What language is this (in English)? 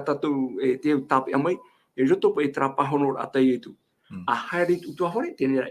Tahitian